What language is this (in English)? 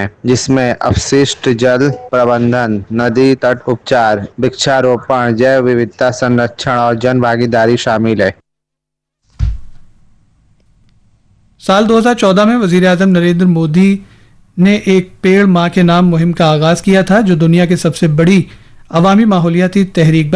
Urdu